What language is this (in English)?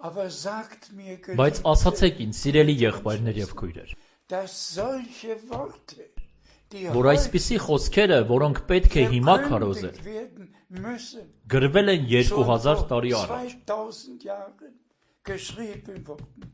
Armenian